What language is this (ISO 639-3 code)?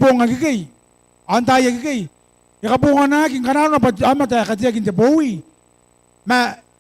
gil